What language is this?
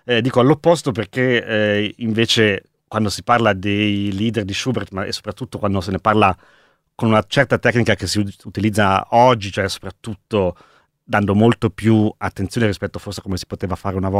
Italian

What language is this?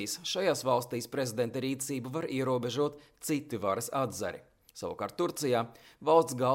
Latvian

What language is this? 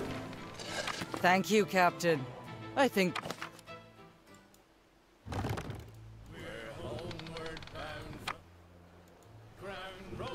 Hungarian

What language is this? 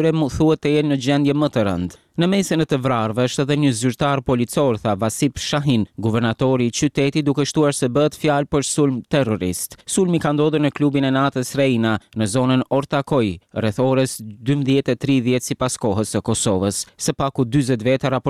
Albanian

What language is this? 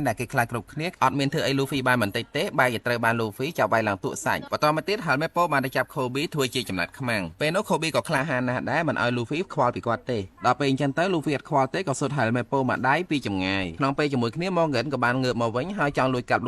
Khmer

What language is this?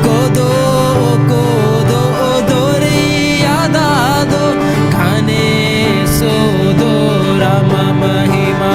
Santali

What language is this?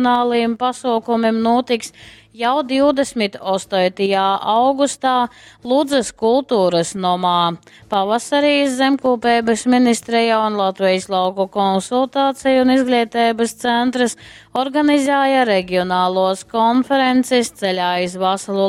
Latgalian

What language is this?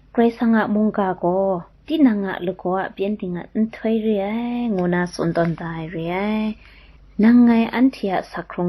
Kachin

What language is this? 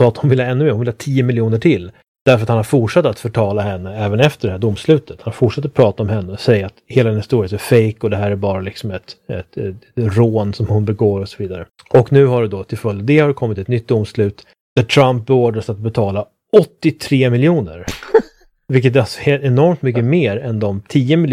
Swedish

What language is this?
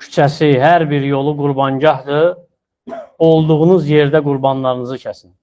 Azerbaijani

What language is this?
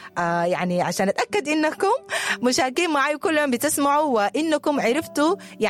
Sudanese Arabic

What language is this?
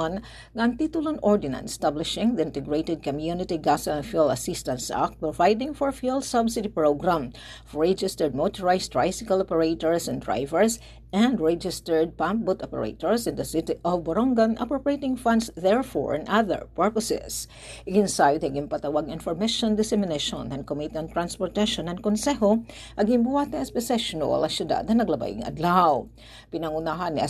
Waray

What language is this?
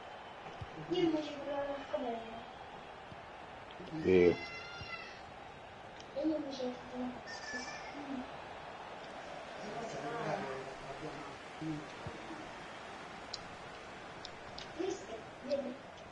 Italian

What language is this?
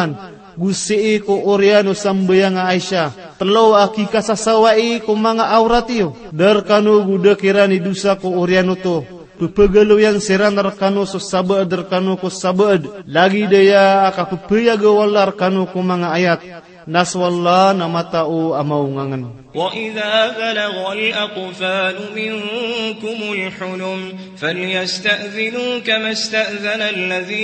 Maranao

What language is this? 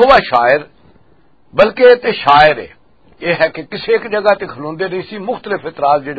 Western Panjabi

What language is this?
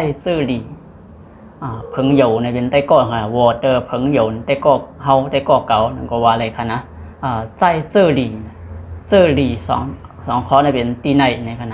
Shan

